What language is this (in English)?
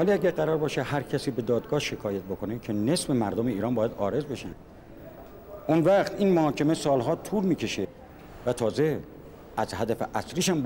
Persian